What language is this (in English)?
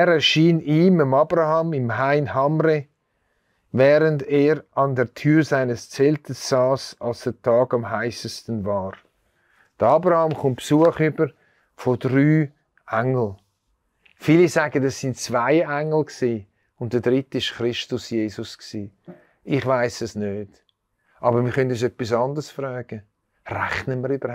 Swiss German